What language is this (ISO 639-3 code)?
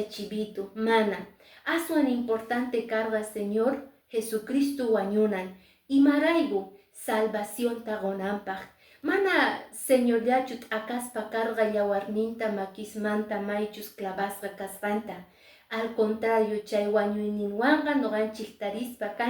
que